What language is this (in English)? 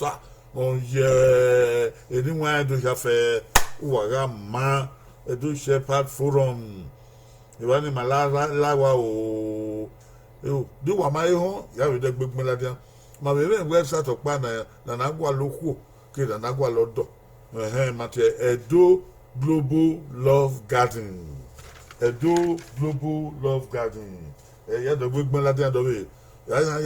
Bini